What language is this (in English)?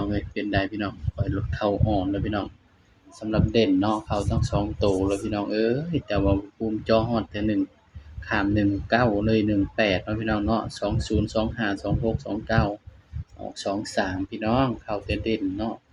Northeastern Thai